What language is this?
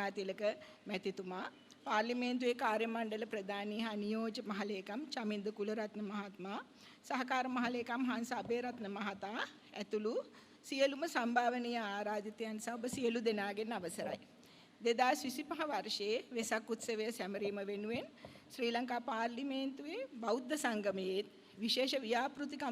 Sinhala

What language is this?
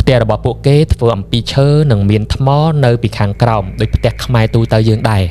Khmer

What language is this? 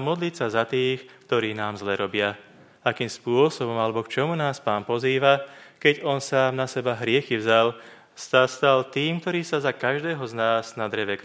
Slovak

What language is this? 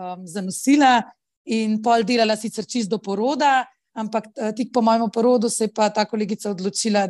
Slovenian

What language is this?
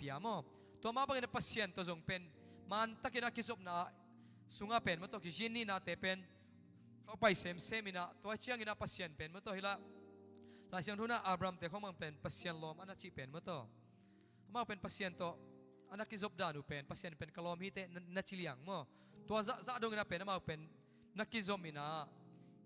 Tedim Chin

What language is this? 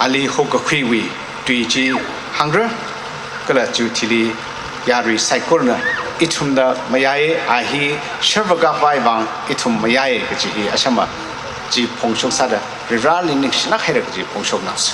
Tangkhul Naga (India)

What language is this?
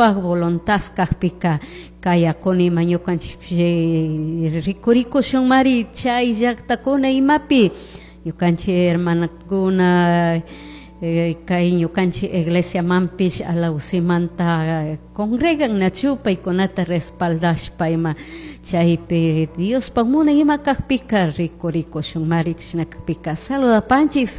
Chimborazo Highland Quichua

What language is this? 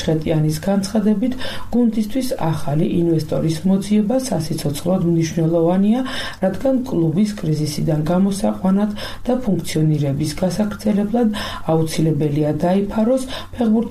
Georgian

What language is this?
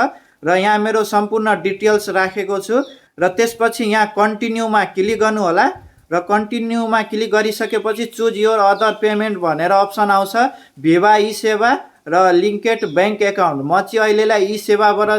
Nepali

